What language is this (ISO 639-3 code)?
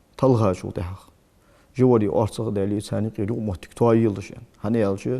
inh